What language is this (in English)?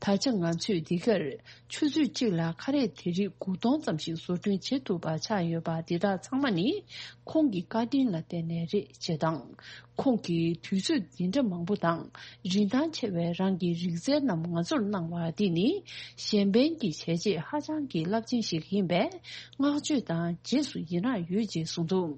Tibetan